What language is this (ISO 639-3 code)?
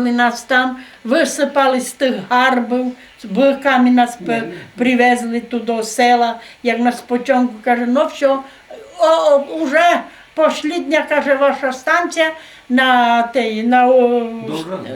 rue